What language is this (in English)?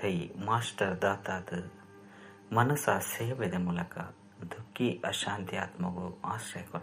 Tulu